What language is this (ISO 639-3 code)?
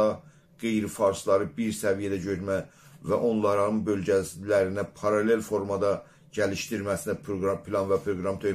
azb